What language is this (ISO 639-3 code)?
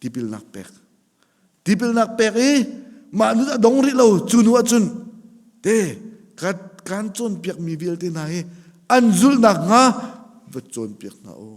cnh